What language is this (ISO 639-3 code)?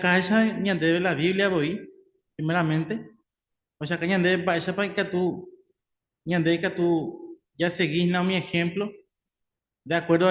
grn